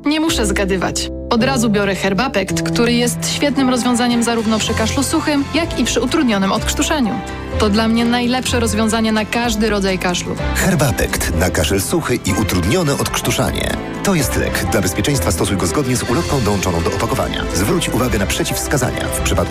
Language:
Polish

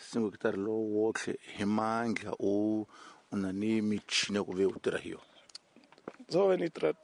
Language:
Tsonga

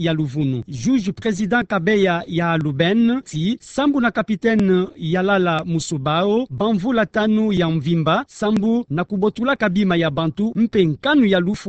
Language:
Kituba (Democratic Republic of Congo)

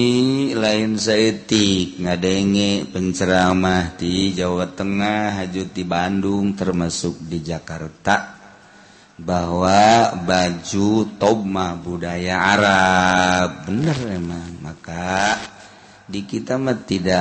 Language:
Sundanese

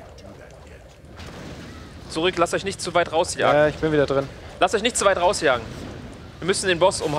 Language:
German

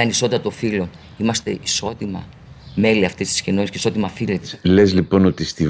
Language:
Greek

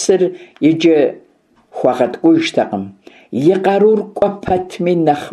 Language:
Kabardian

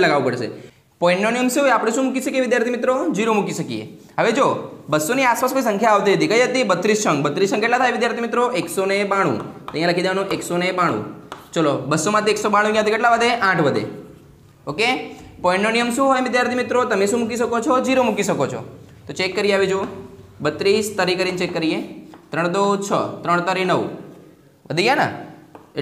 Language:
Gujarati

